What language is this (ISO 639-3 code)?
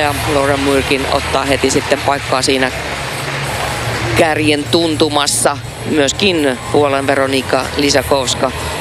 fin